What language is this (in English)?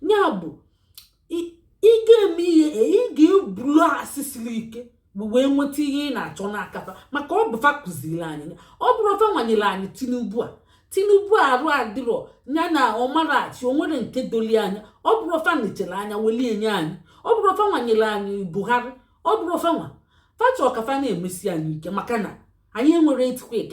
Igbo